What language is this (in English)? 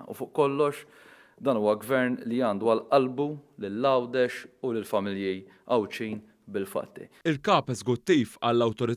Maltese